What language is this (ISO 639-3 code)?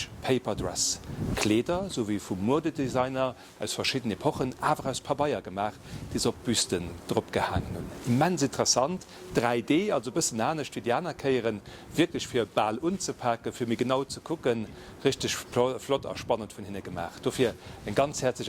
ltz